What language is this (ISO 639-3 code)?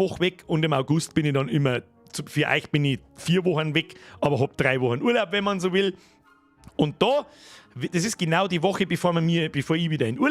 bar